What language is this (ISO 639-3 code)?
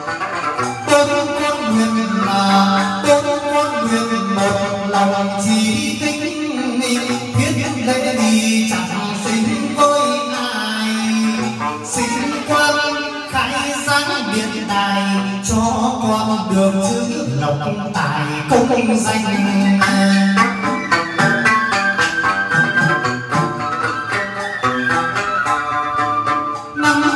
vie